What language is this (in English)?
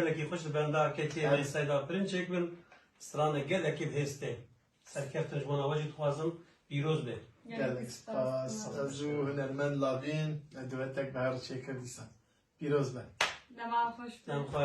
Kurdish